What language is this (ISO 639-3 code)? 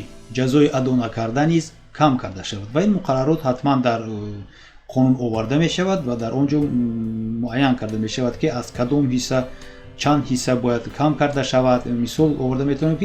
tgk